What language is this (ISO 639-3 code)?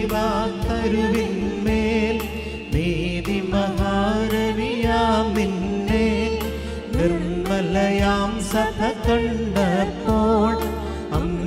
mal